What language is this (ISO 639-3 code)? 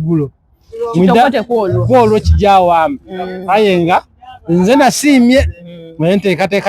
xog